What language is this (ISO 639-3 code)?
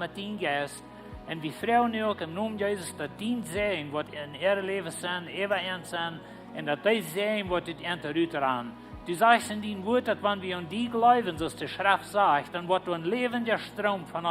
pdt